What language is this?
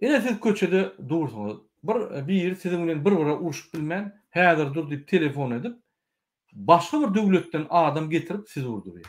Turkmen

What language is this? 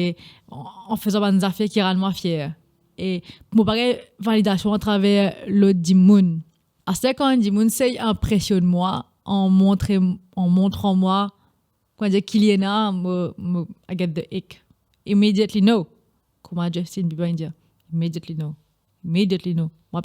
Morisyen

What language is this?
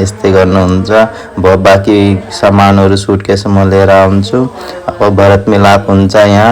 Nepali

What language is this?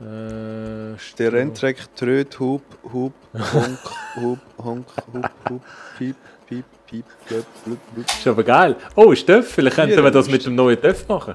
Swiss German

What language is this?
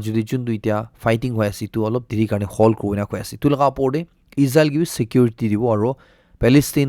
Naga Pidgin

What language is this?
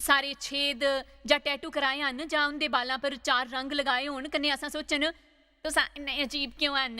Dogri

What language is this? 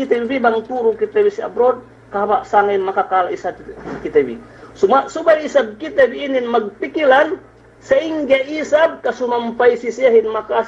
Yakan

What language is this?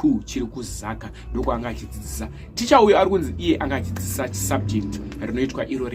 Shona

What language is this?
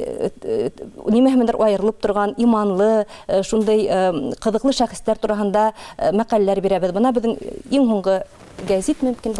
Bashkir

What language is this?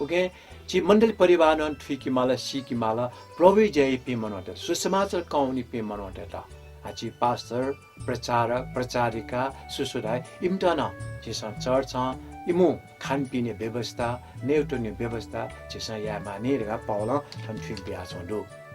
Newari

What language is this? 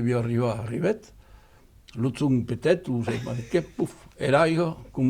Occitan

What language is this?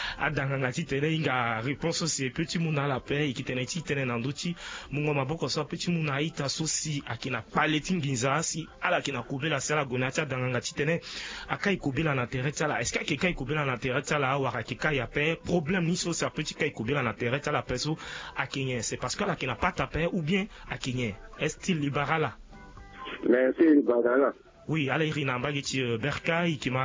Sango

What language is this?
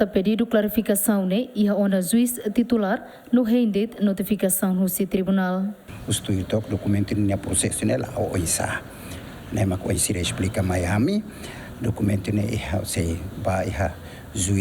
Tetum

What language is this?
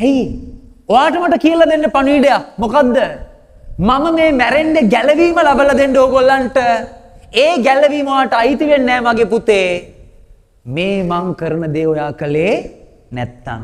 Sinhala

